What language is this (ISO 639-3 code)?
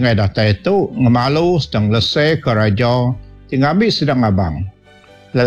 iba